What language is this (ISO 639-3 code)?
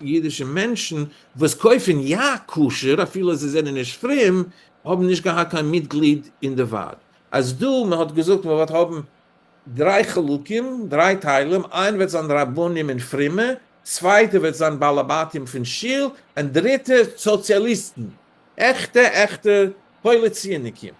yid